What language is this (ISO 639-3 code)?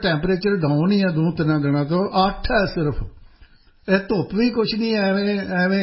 pan